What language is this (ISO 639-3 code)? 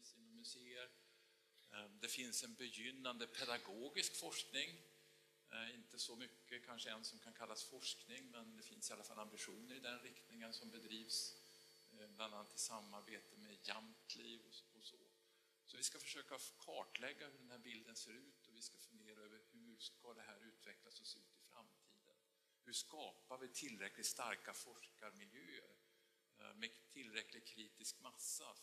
swe